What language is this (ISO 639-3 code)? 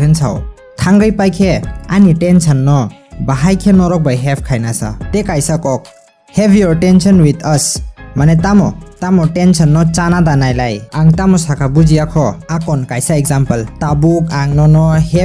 trp